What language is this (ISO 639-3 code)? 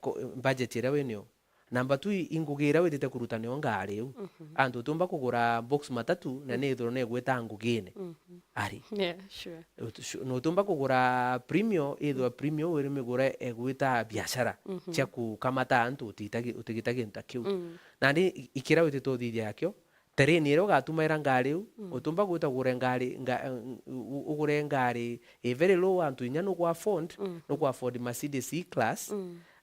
mer